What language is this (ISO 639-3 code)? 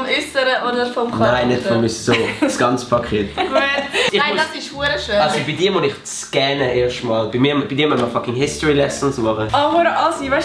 gsw